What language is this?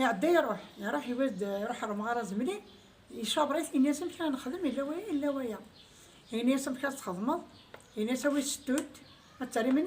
Kabyle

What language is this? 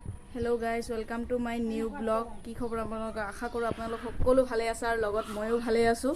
Assamese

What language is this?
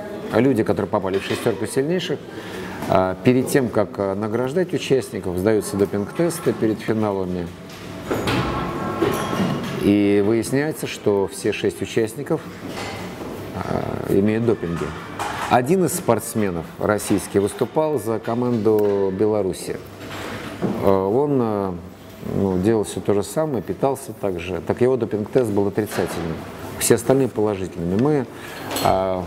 Russian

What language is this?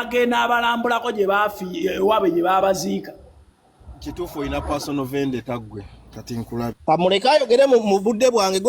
Ganda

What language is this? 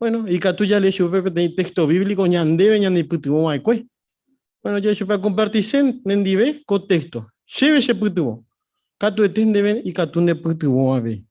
Guarani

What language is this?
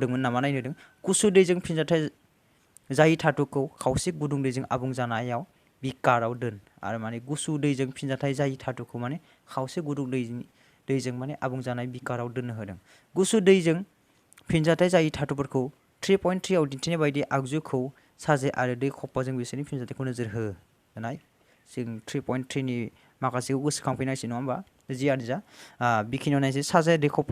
Bodo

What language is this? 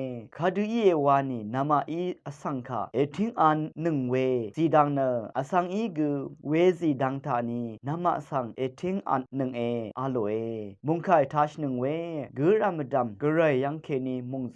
Rawang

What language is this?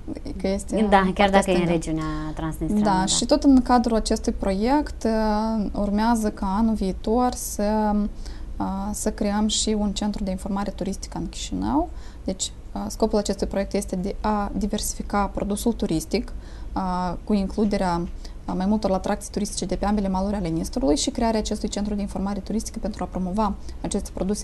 Romanian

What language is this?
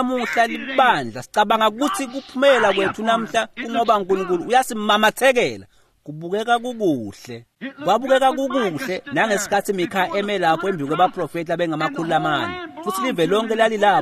Swati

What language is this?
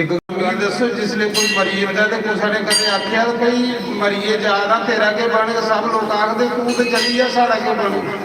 Dogri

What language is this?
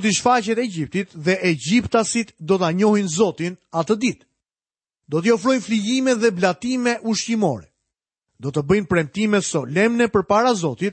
Albanian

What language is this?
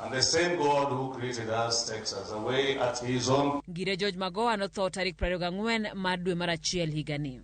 Luo (Kenya and Tanzania)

